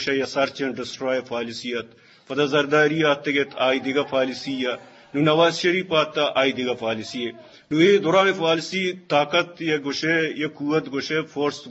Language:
Eastern Balochi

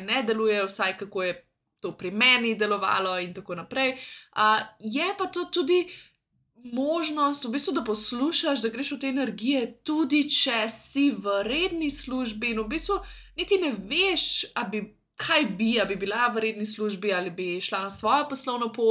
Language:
Slovenian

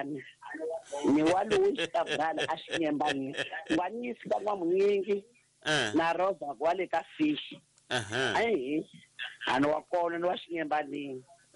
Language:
Tsonga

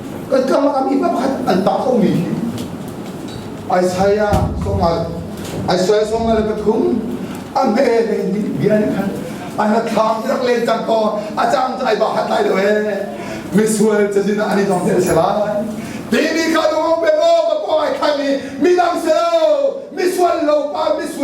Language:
Hakha Chin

